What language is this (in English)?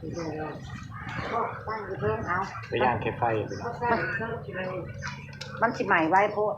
Northeastern Thai